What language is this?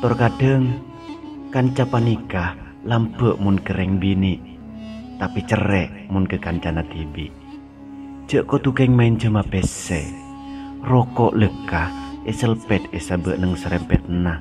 Madurese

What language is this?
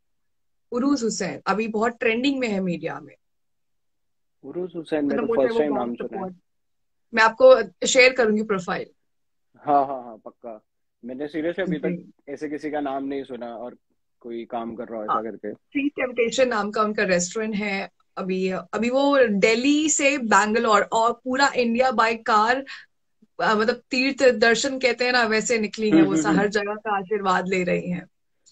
Hindi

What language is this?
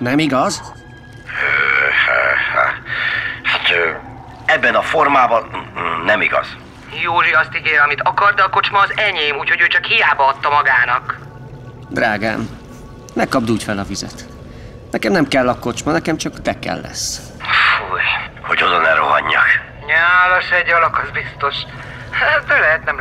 Hungarian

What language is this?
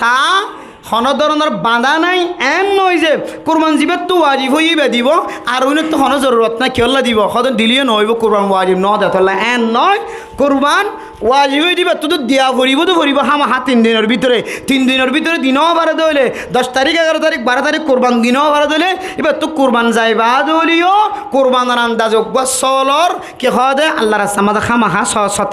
Rohingya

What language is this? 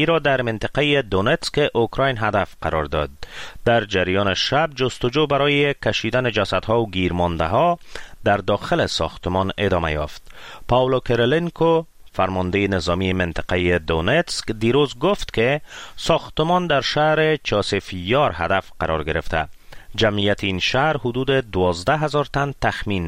Persian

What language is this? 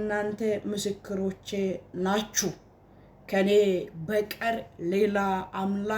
Amharic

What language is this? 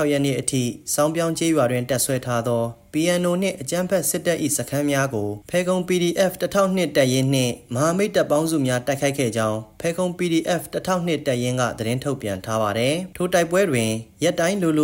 Burmese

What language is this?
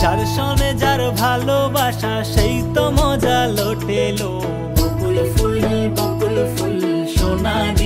Bangla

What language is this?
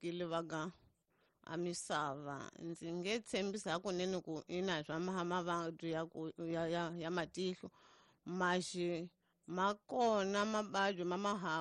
Tsonga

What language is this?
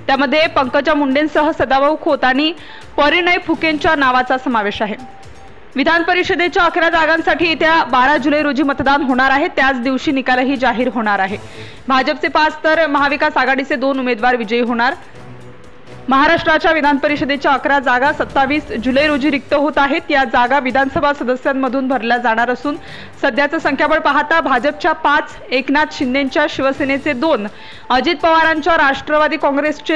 Marathi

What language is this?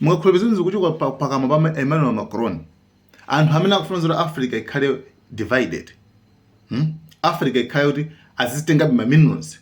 Nyanja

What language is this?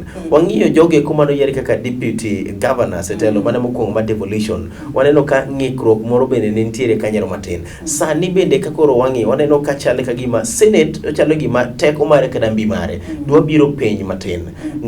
Luo (Kenya and Tanzania)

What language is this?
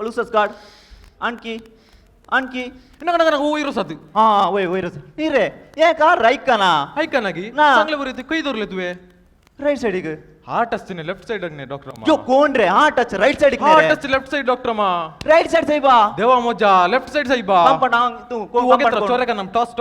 Konkani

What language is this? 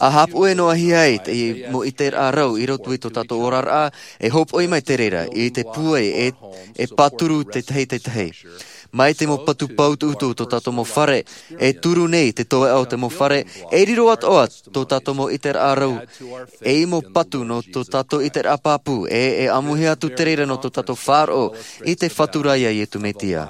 Tahitian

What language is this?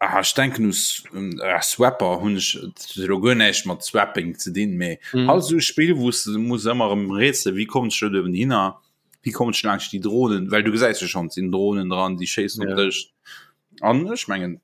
Luxembourgish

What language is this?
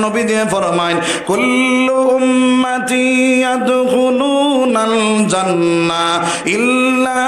Sylheti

